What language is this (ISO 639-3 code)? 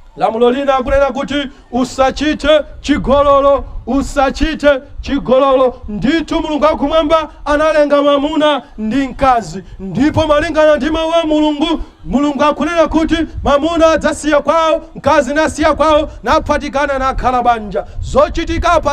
nya